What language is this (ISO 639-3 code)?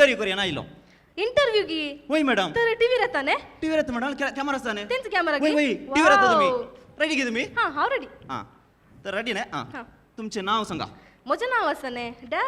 kok